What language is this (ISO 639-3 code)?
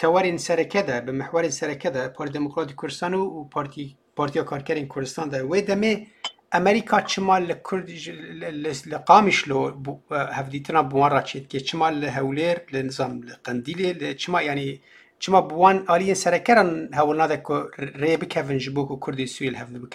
kur